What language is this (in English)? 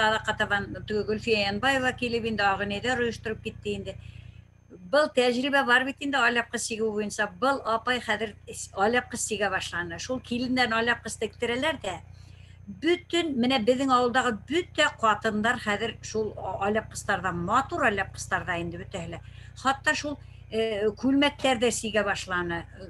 Bashkir